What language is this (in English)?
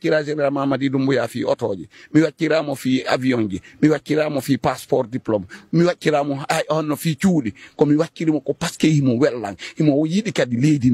Fula